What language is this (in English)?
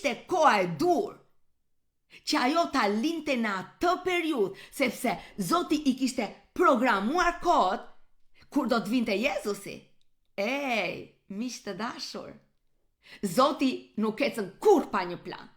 Albanian